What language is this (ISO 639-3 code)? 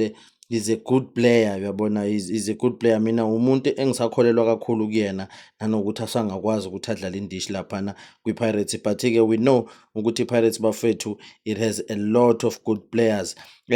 zul